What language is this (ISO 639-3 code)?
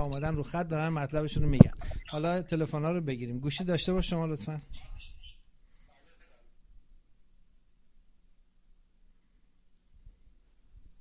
fas